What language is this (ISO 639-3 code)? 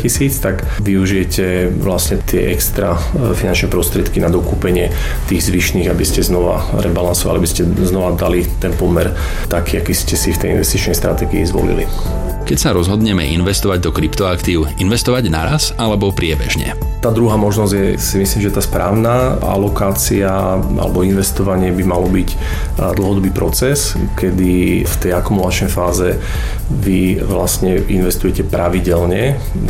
slk